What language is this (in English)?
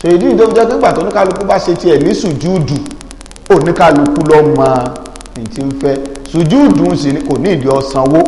Yoruba